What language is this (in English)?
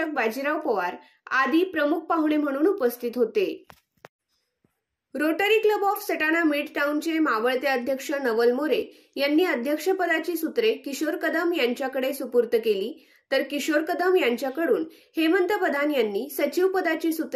Marathi